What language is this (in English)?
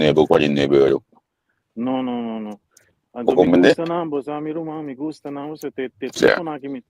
Papiamento